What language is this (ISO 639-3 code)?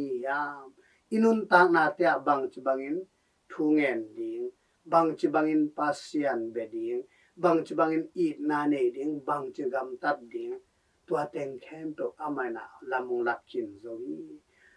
ctd